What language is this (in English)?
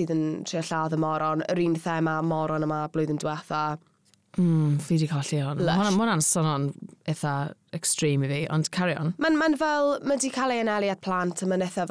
Welsh